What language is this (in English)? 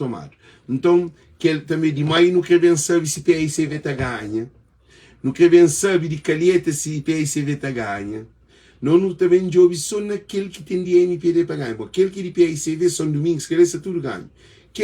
Kabuverdianu